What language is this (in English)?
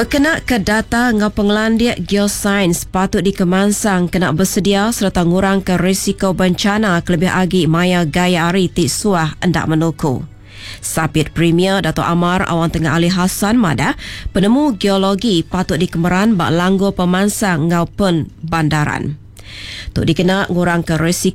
Iban